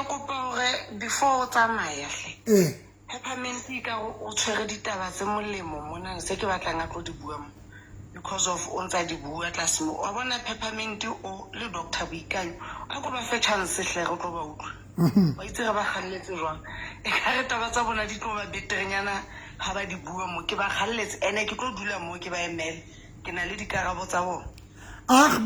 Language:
Southern Sotho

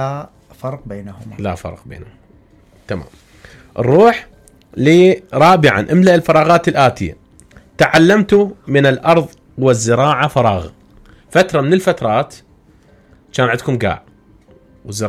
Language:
Mesopotamian Arabic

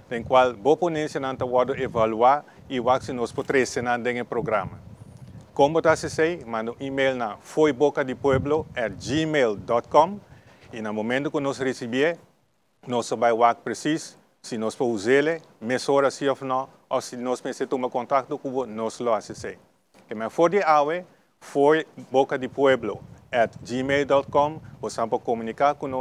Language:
Papiamento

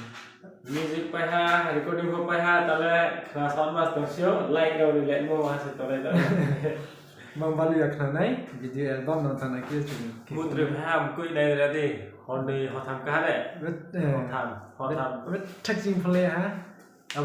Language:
Riang (India)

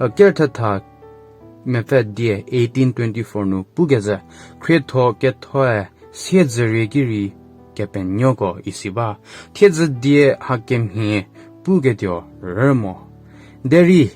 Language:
Angami Naga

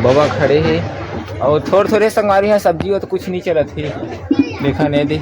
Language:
Chhattisgarhi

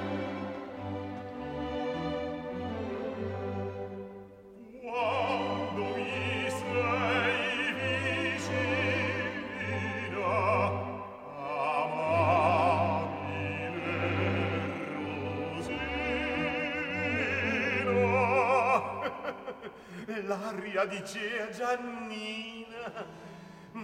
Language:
Italian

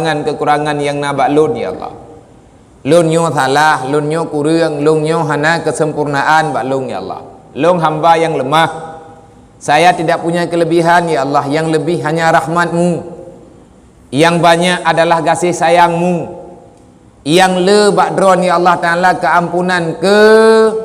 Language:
Achinese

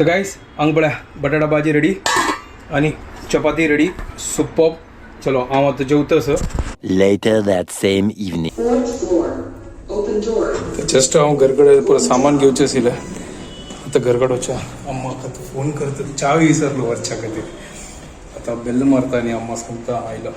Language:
Konkani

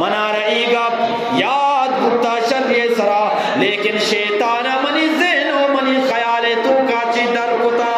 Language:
Eastern Balochi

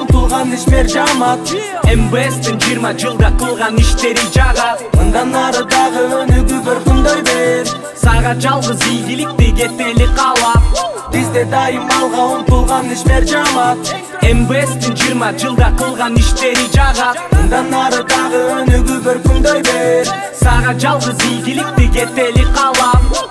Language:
Kyrgyz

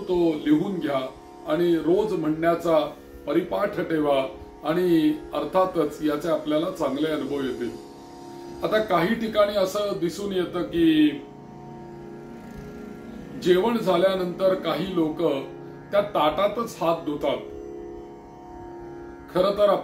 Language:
Marathi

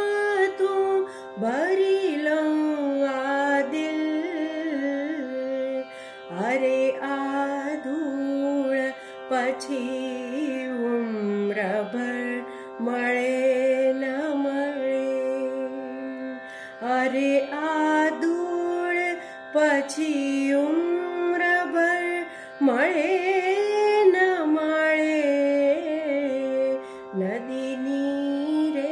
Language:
Gujarati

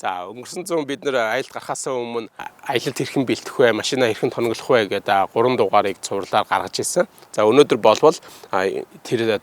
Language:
Mongolian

